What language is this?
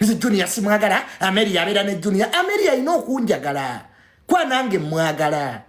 Ganda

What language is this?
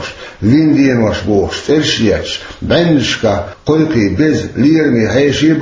Chechen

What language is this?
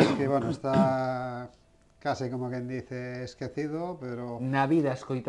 Galician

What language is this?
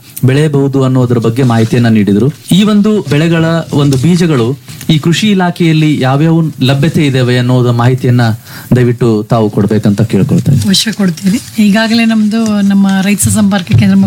Kannada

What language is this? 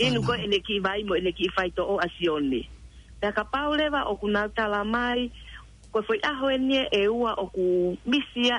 Tongan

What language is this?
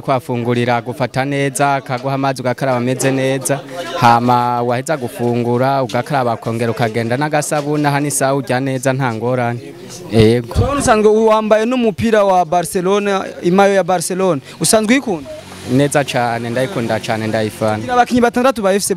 Rundi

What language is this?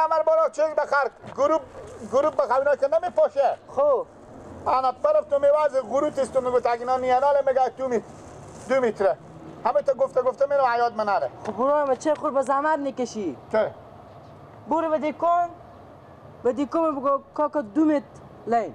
Persian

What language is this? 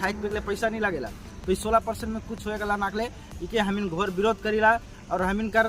Sadri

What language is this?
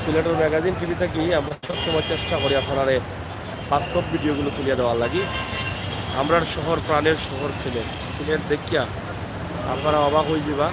Sylheti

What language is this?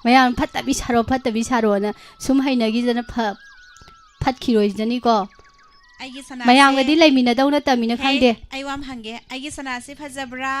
Manipuri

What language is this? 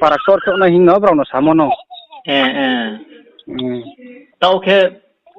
Riang (India)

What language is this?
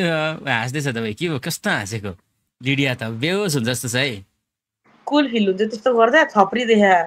Nepali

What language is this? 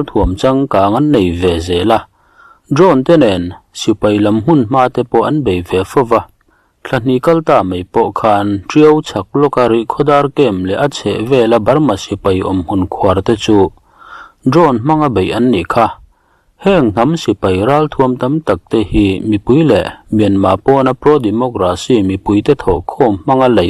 Mizo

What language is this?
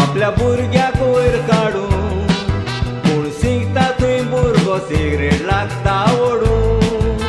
Konkani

